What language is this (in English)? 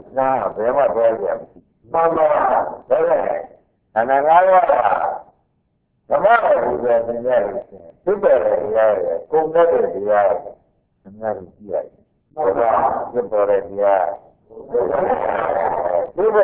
Burmese